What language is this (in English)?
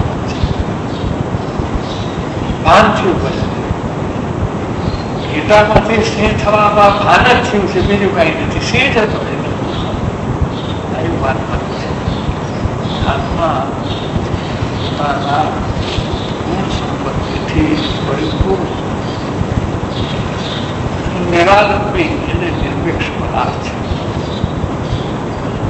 Gujarati